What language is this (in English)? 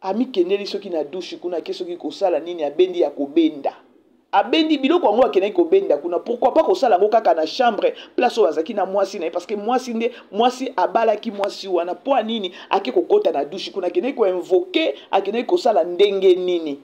Lingala